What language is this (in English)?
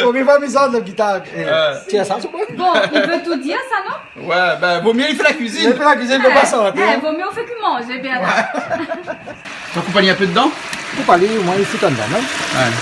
Réunion Creole French